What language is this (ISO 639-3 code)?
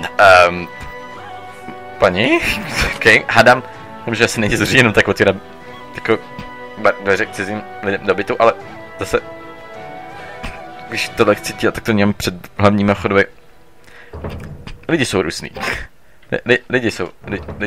ces